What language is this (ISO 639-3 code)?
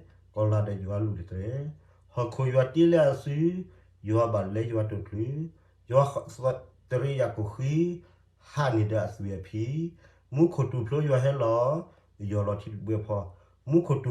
ksw